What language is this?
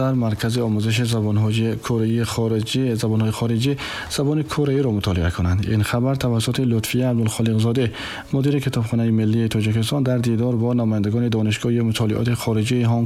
Tajik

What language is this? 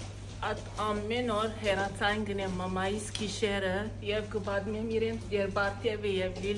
Western Armenian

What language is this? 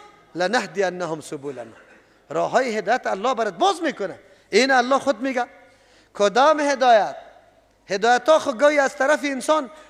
Persian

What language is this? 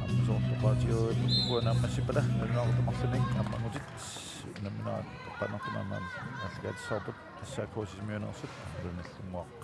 Kalaallisut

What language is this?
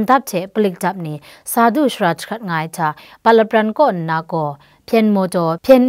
Kachin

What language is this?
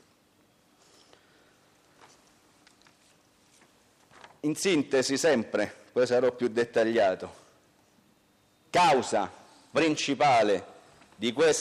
Italian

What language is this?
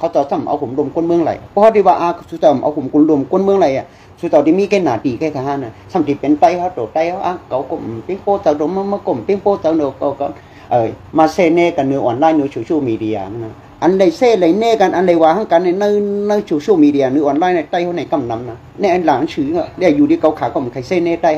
Shan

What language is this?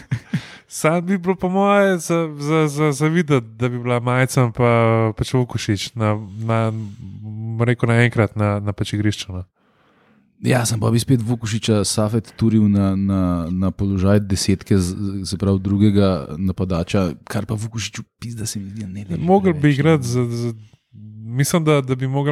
Slovenian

